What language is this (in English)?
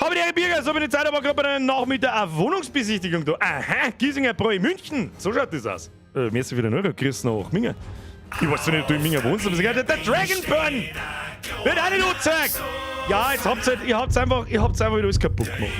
Bavarian